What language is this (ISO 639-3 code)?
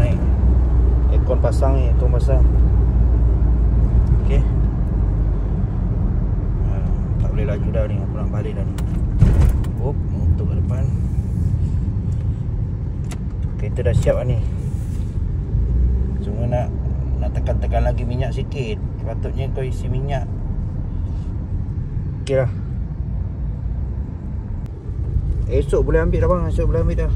msa